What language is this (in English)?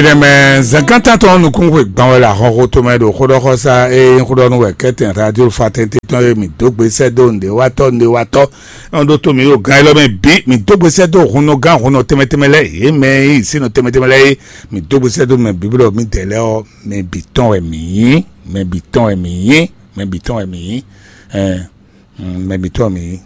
Fon